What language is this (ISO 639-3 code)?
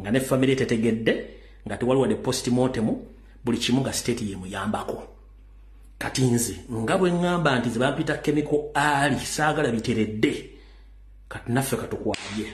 lug